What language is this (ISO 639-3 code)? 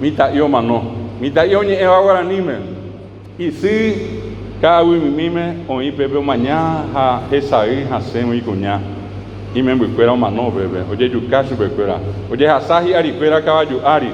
grn